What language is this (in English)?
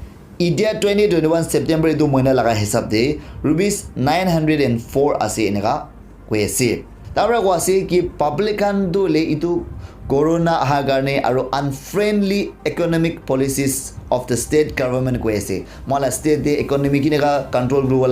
Naga Pidgin